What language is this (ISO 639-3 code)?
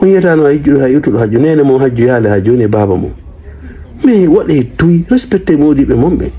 ful